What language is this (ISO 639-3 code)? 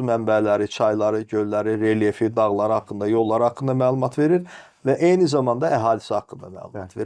aze